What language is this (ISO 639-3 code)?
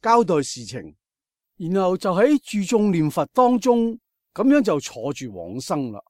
yue